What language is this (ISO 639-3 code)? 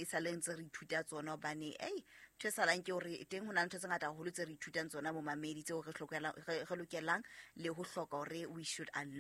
sot